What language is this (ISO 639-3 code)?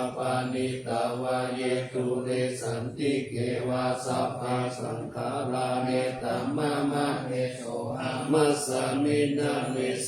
pli